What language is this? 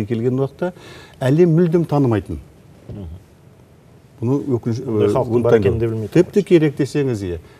Kazakh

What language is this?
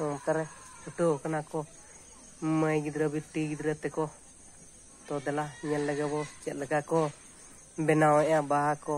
Santali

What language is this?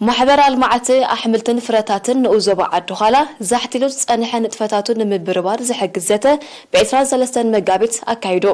Tigrinya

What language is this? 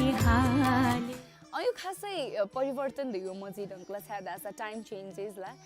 Newari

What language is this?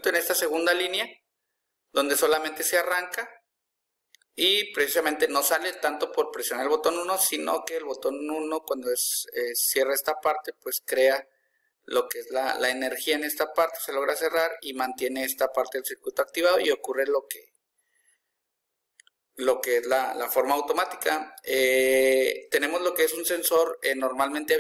Spanish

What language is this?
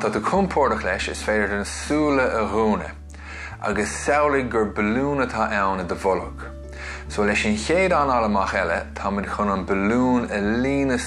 Irish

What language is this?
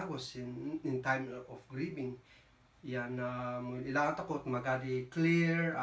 Kankanaey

